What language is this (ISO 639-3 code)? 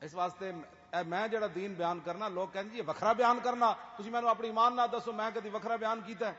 lah